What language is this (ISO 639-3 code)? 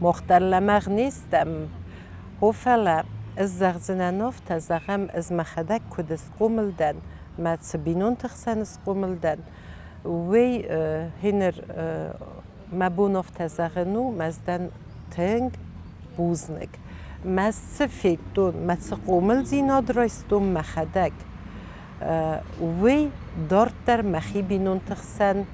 oss